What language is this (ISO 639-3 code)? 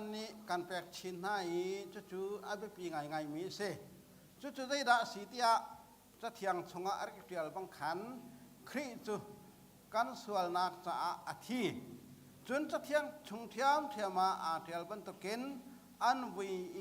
cnh